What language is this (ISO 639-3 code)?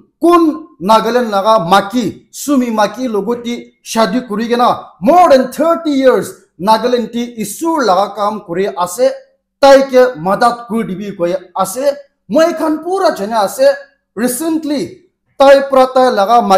nag